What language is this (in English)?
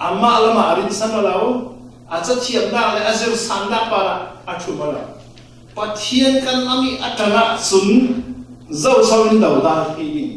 Falam Chin